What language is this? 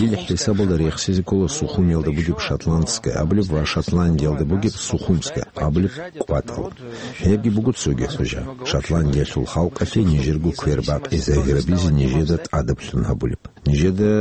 Avaric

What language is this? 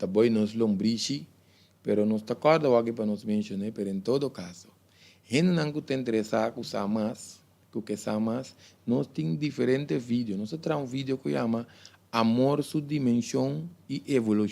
Papiamento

